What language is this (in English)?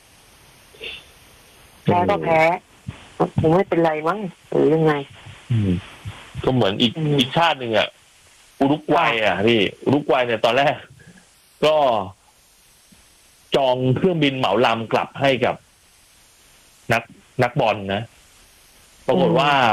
Thai